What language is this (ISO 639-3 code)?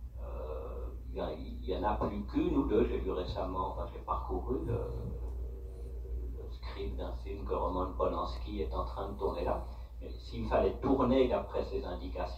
fra